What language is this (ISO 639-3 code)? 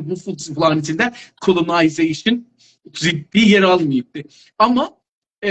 azb